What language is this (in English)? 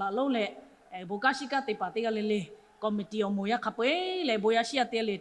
Lahu